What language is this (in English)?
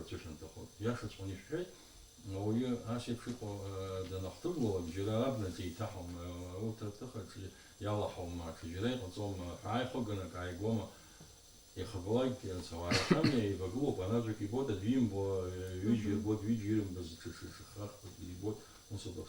Abkhazian